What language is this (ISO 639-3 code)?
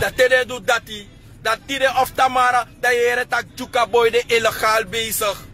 srn